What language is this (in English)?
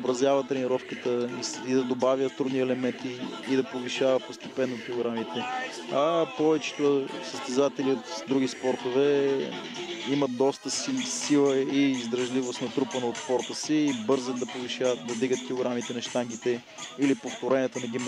Bulgarian